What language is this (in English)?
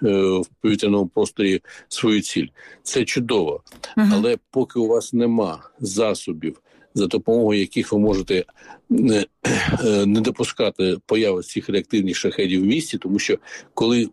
Ukrainian